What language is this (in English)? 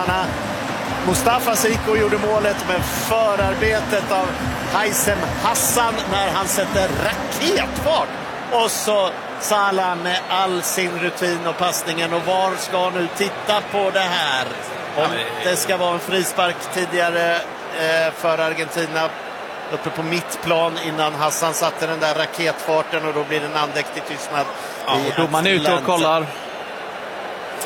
Swedish